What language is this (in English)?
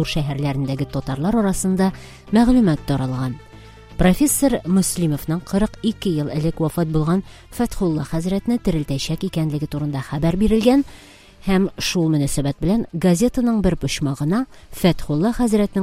Tatar